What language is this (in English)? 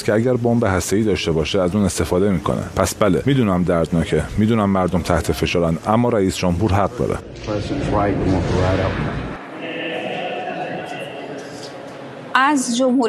Persian